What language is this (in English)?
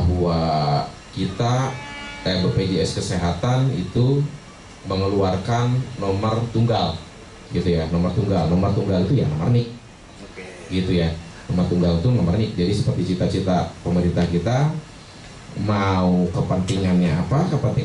Indonesian